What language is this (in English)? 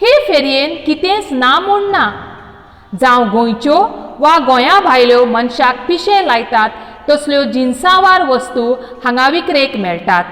Konkani